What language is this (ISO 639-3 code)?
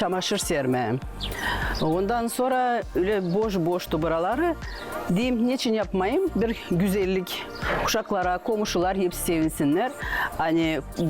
gag